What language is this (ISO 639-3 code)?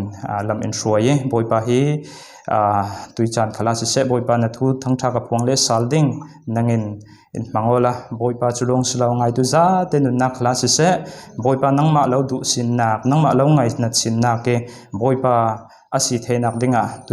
cfm